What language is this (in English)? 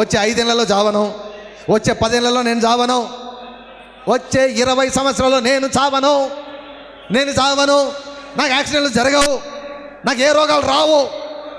Telugu